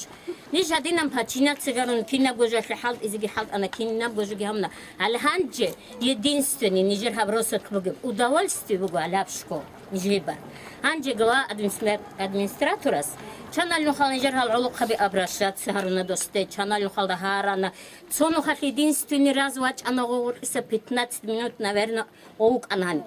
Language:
Avaric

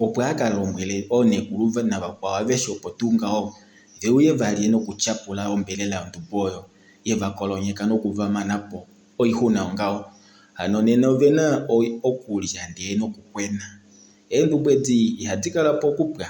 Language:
Kuanyama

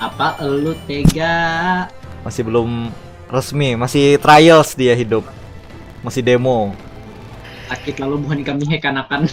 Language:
Banjar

